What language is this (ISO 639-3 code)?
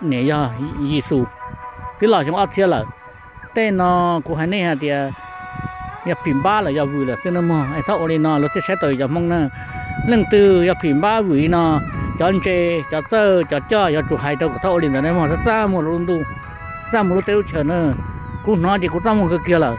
hmn